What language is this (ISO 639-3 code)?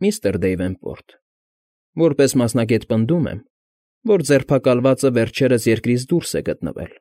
hye